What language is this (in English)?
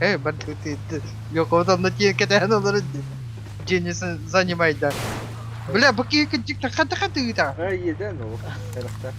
Yakut